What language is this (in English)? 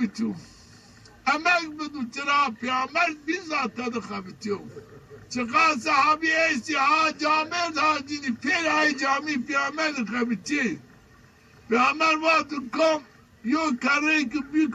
Zaza